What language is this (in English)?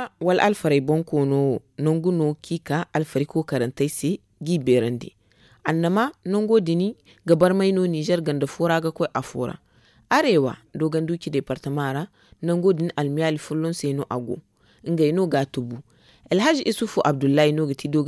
Zarma